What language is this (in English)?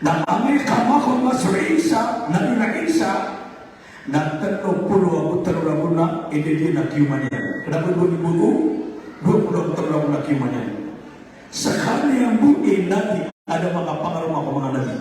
Maranao